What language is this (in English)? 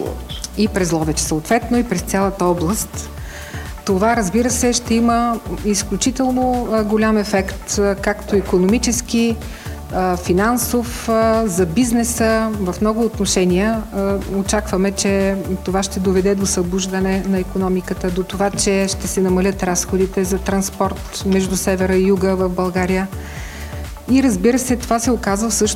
Bulgarian